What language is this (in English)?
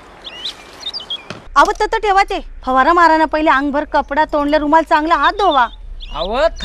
Marathi